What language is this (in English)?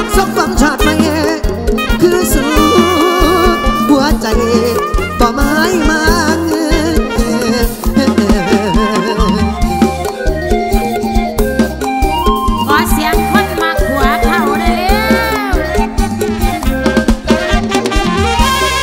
Thai